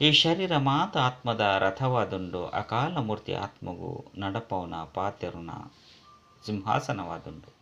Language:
Tulu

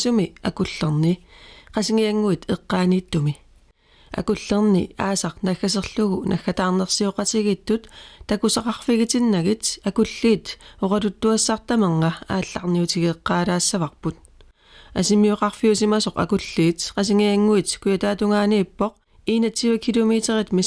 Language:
Kalaallisut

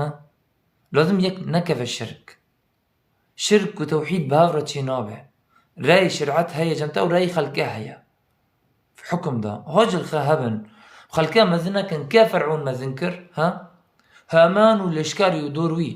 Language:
Kurdish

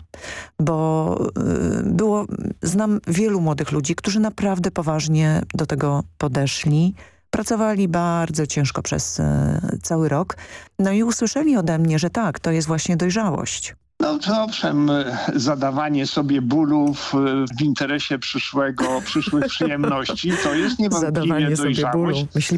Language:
Polish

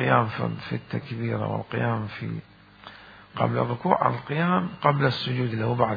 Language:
Mesopotamian Arabic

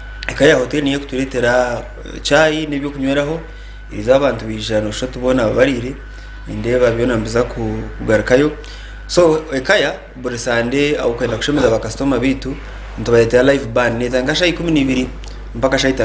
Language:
Nyankole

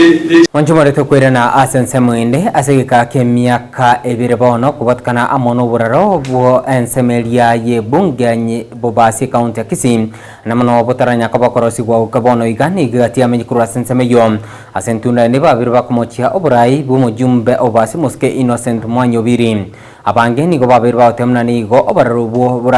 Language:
Gusii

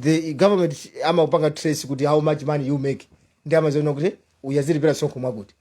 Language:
Nyanja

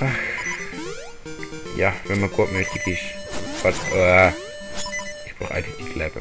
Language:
Swiss German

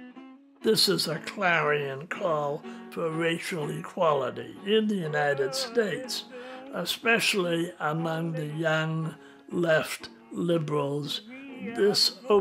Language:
English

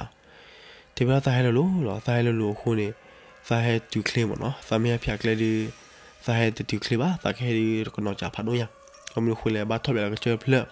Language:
S'gaw Karen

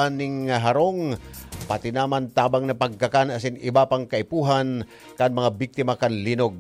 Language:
Bikol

